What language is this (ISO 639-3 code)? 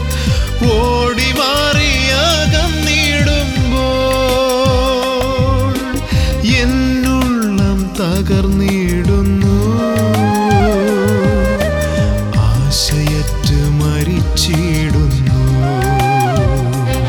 mal